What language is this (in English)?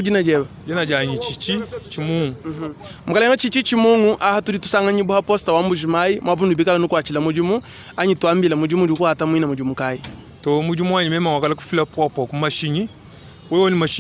Luba-Lulua